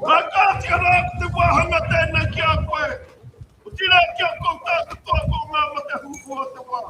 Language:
Māori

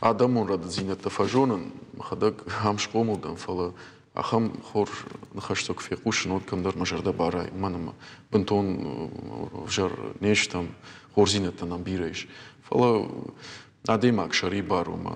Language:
Ossetic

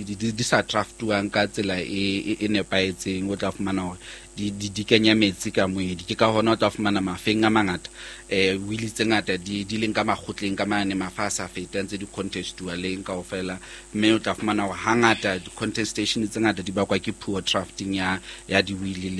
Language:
Southern Sotho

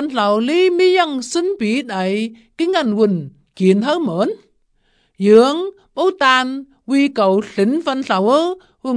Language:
Vietnamese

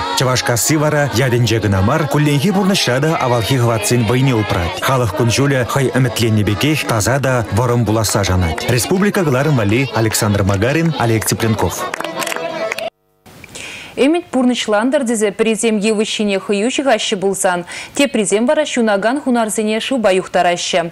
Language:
Chuvash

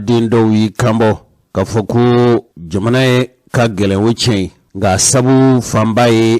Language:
Bambara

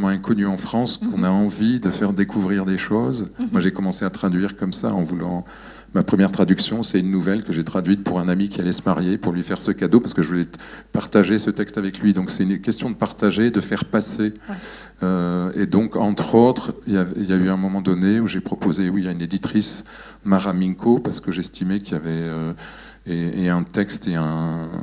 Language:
French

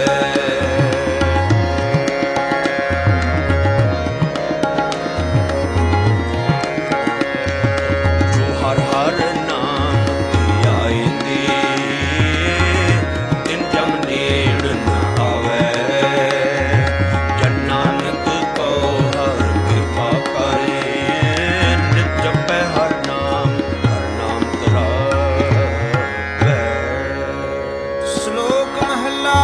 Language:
Punjabi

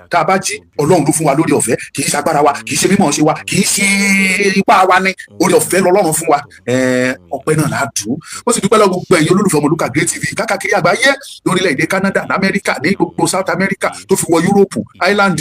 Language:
Yoruba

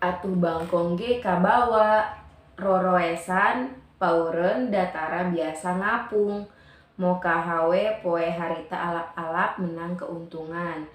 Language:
Sundanese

